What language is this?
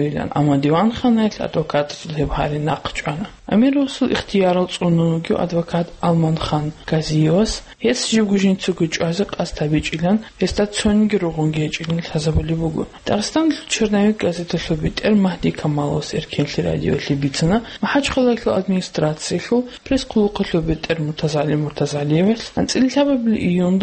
Avaric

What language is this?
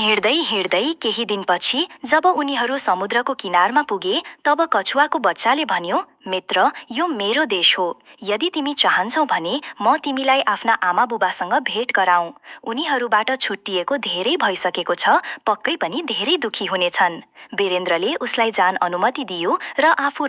Nepali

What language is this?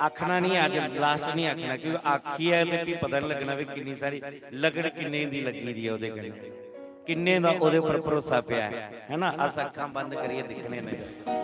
Dogri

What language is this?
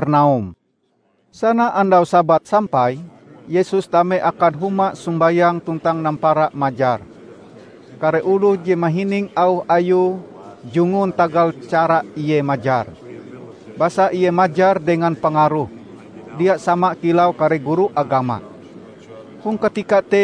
Ngaju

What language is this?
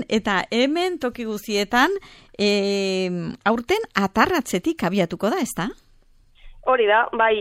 Basque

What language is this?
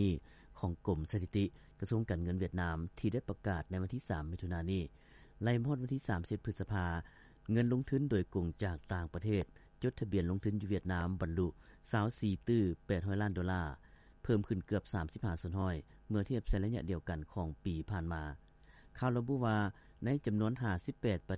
Lao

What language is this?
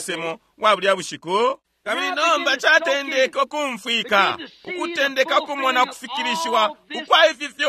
Bemba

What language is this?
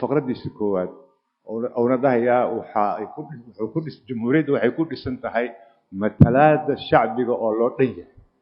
Somali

